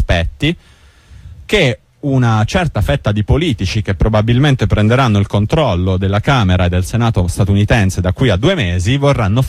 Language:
Italian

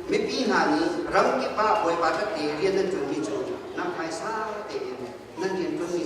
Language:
Hakha Chin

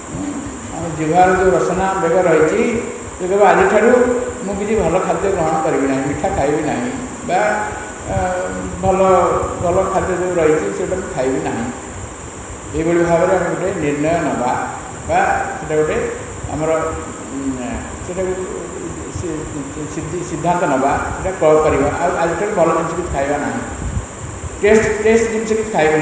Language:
Odia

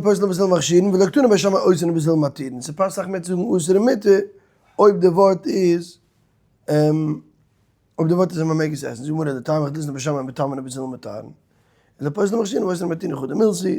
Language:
Yiddish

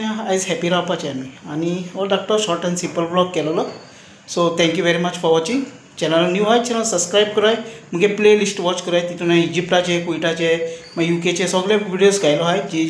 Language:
Konkani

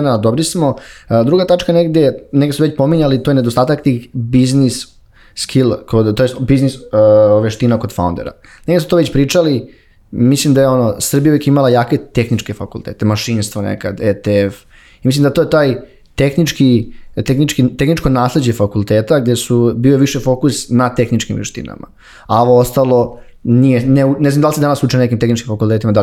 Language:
Serbian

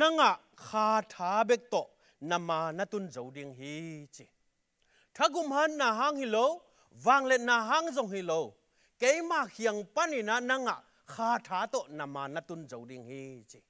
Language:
Tedim Chin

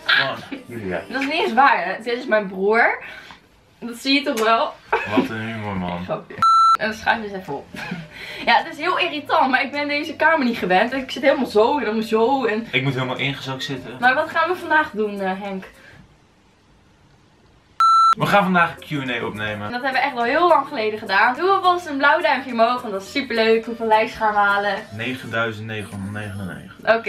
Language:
Dutch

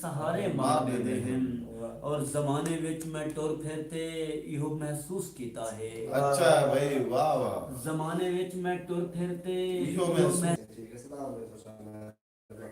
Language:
Saraiki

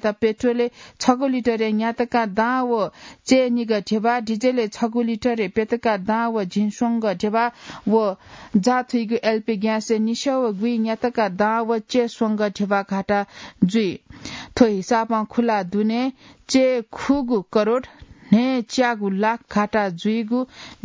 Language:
Newari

